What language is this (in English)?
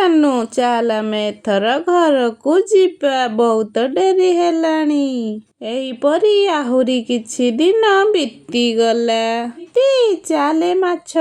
Odia